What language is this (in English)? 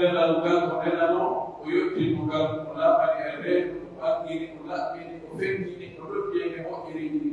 Pular